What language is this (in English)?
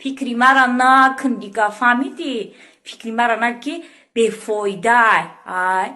Tajik